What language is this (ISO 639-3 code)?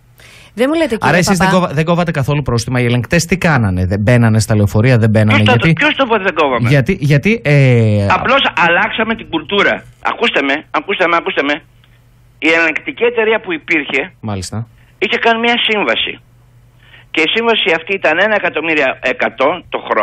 ell